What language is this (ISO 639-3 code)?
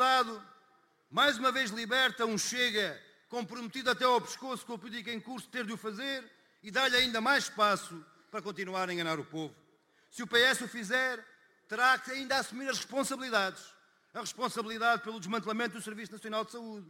por